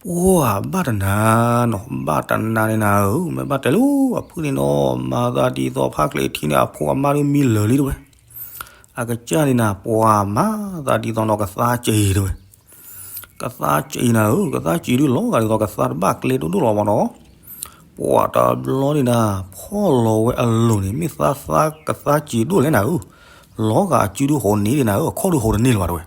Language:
S'gaw Karen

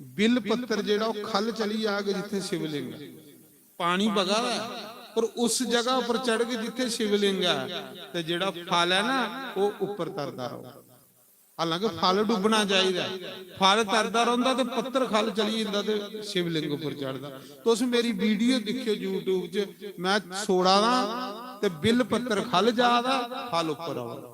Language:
Dogri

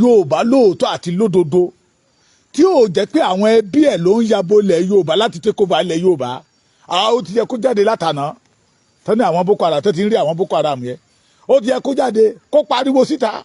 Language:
Yoruba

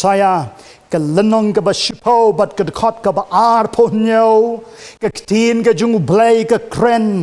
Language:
Khasi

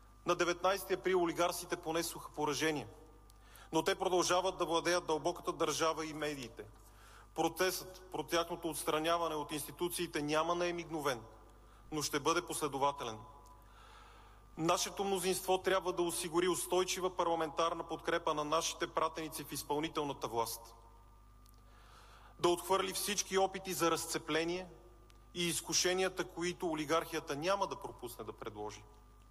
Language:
Bulgarian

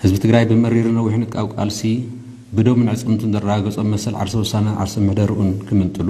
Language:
Tigrinya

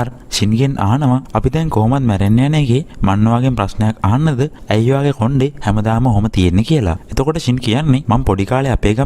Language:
Sinhala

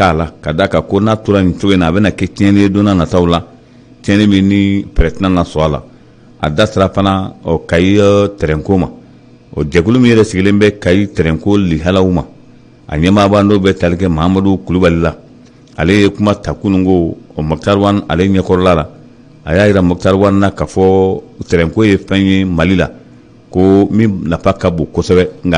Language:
Bambara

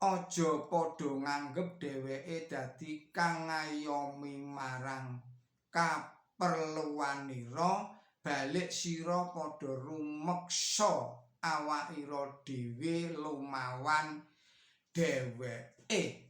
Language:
Javanese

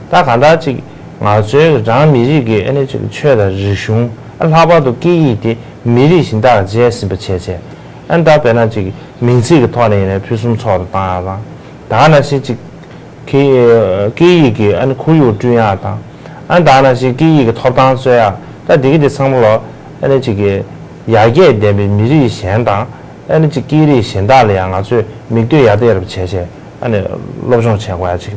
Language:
Tibetan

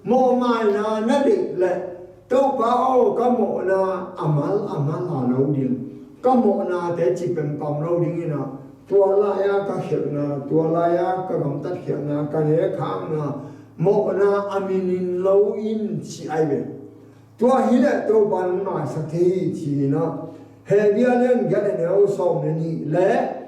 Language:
Tedim Chin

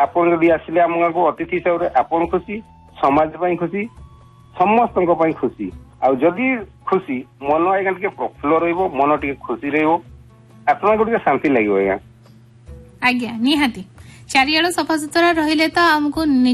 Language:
Odia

